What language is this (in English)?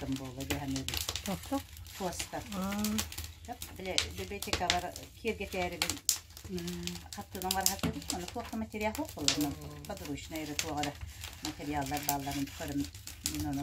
Yakut